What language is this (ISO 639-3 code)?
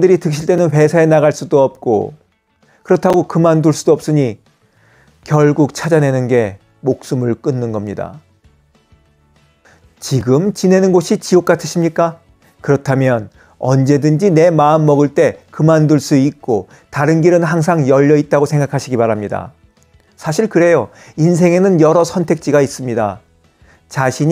kor